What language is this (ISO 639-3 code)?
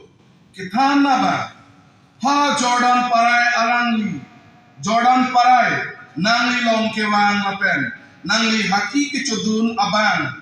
mjw